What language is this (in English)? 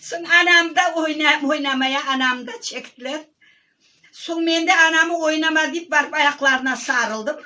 Crimean Tatar